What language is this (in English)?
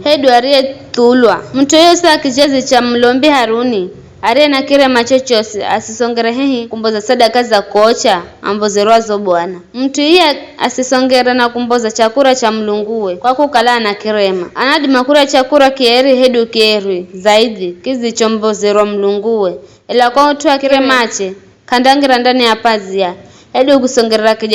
Giryama